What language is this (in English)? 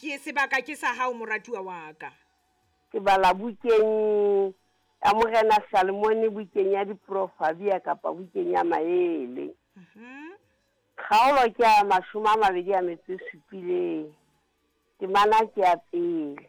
Southern Sotho